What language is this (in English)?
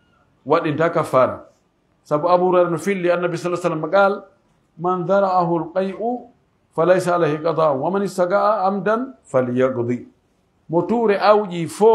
Pular